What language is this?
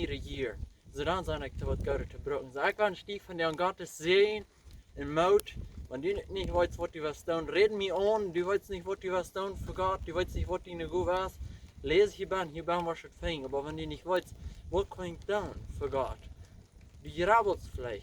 Plautdietsch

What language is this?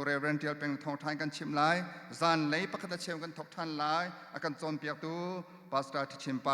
Hakha Chin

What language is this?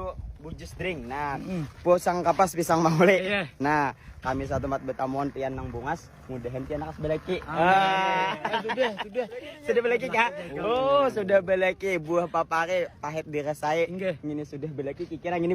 Banjar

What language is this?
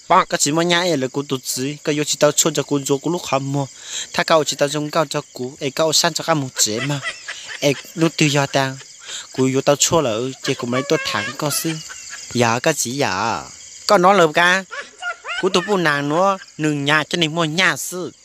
Hmong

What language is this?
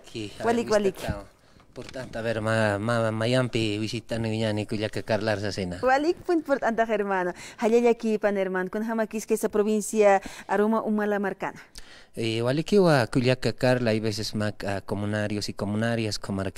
Aymara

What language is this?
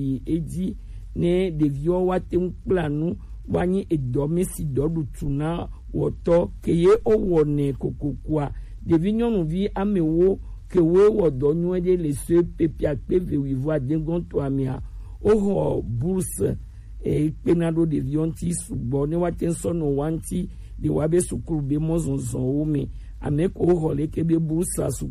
Gen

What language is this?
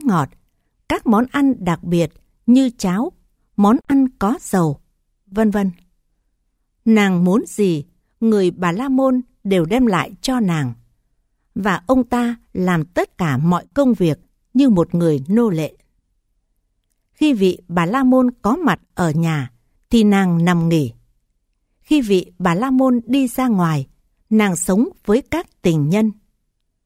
Vietnamese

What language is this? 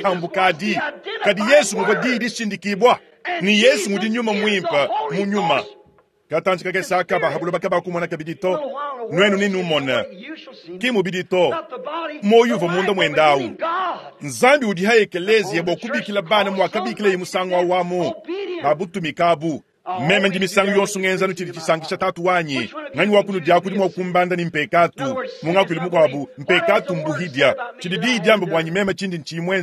Luba-Lulua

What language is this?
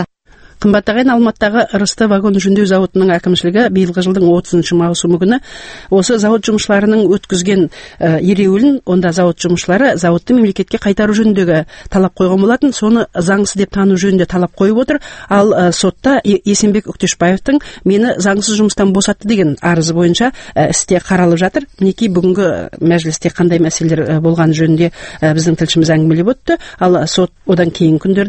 Kazakh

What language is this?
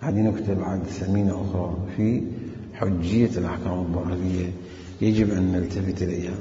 Mesopotamian Arabic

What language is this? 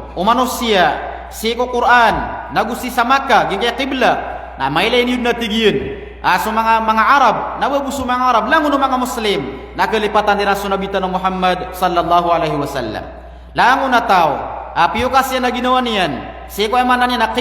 Maranao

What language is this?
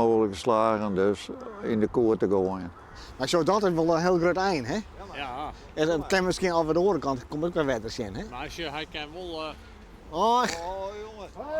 Western Frisian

